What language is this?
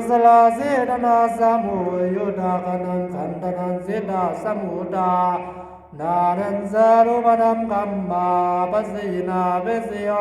Pali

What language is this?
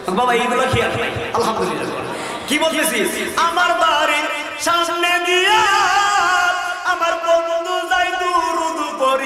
Bangla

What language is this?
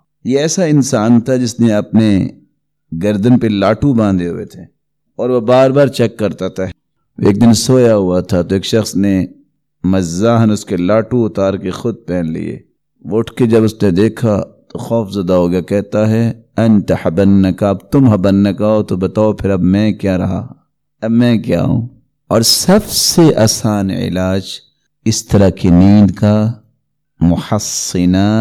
Urdu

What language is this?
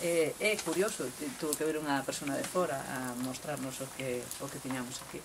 Galician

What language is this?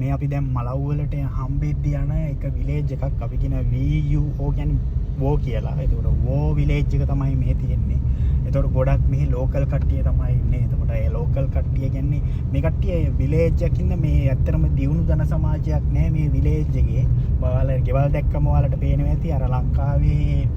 Sinhala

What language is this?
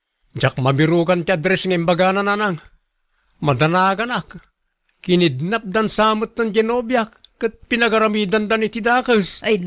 Iloko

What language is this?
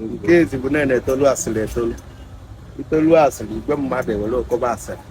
Igbo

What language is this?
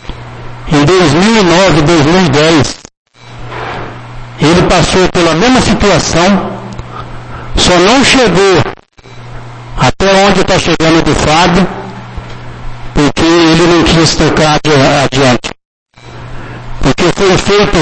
Portuguese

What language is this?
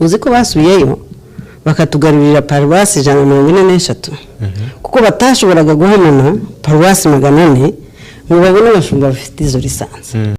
Kinyarwanda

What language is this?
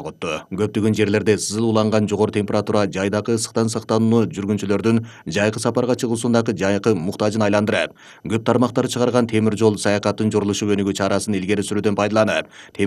Kyrgyz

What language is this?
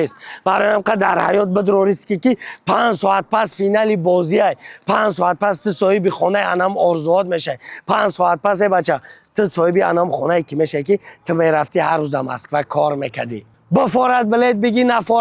Tajik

